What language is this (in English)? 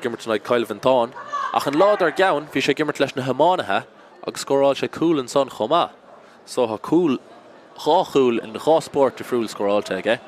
Irish